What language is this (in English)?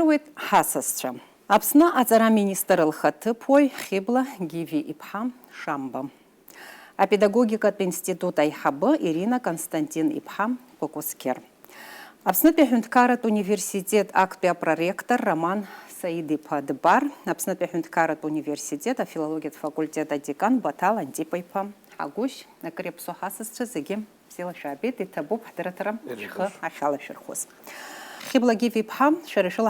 Abkhazian